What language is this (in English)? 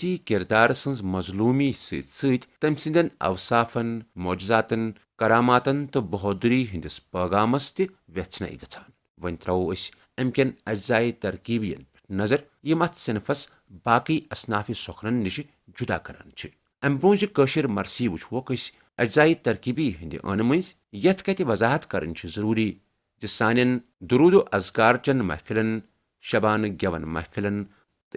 Kashmiri